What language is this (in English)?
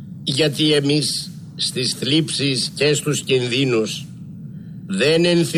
Greek